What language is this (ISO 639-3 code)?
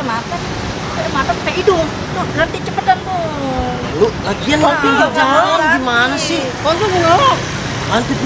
bew